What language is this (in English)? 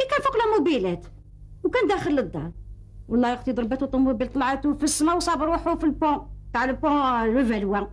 Algerian Arabic